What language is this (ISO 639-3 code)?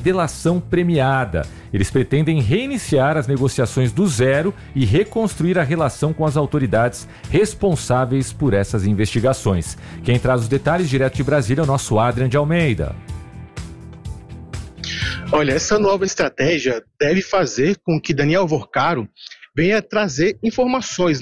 por